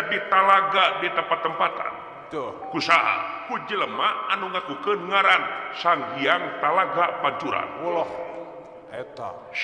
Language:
Sundanese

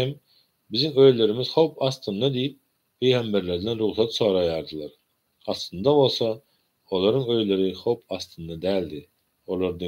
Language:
Turkmen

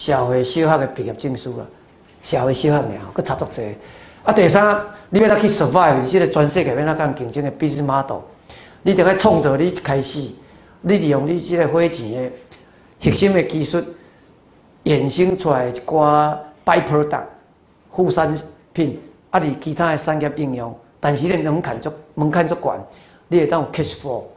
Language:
Min Nan Chinese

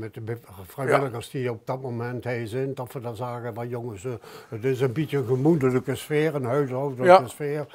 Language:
Limburgish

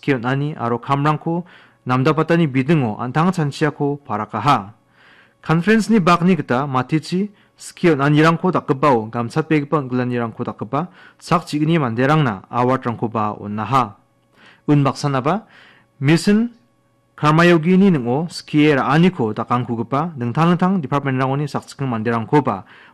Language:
Garo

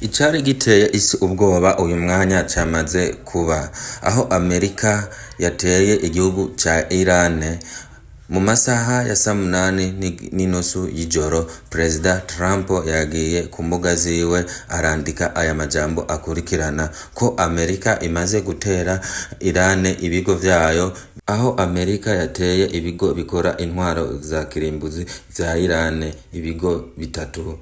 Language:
Rundi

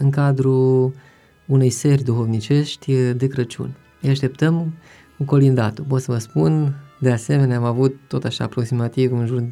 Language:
Romanian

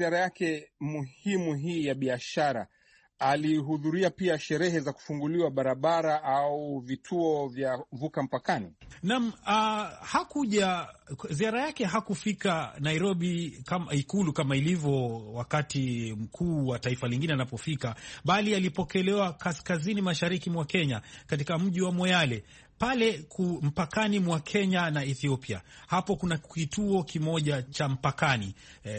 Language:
Swahili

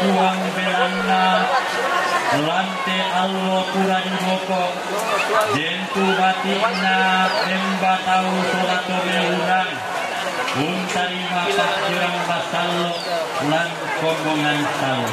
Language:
Toraja-Sa'dan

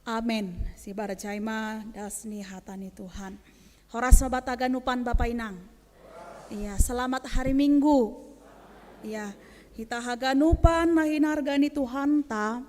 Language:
Batak Simalungun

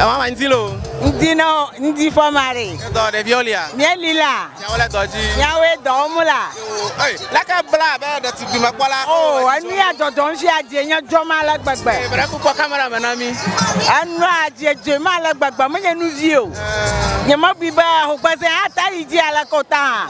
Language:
Ewe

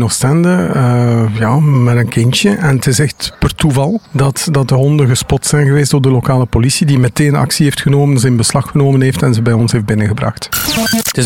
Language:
Dutch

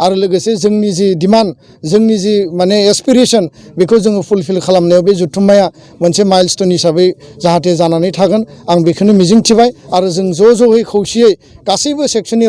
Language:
Bodo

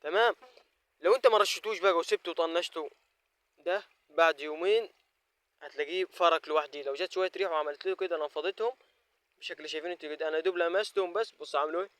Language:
Egyptian Arabic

